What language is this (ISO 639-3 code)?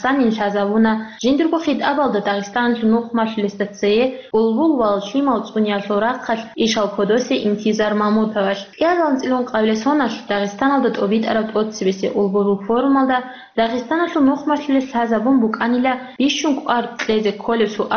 ava